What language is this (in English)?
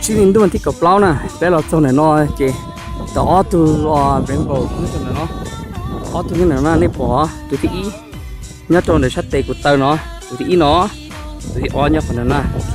Hmong